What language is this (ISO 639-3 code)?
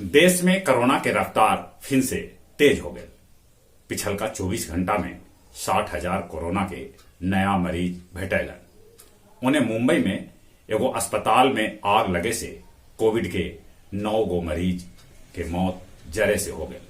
mag